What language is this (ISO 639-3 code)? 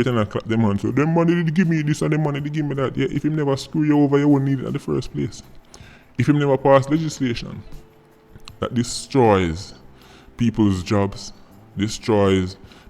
jam